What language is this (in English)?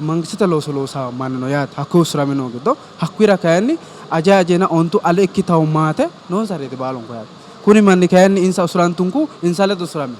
Sidamo